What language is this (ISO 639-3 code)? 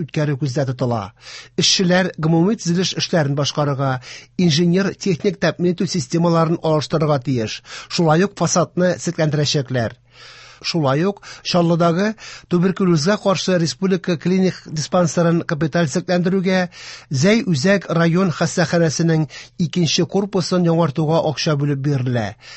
tat